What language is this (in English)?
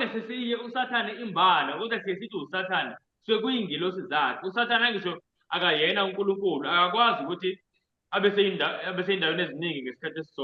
Zulu